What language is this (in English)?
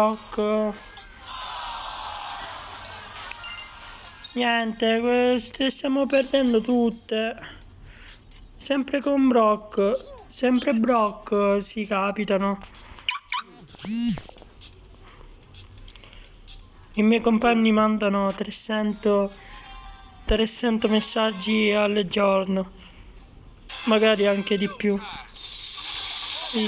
Italian